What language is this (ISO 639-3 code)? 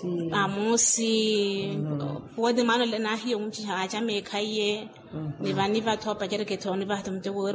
vmw